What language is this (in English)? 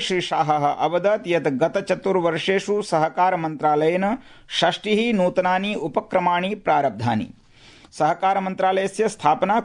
Sanskrit